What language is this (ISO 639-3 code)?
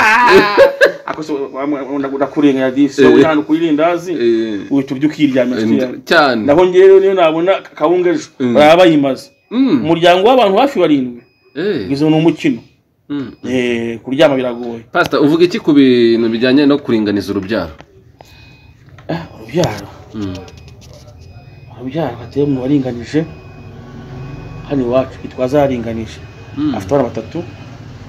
kin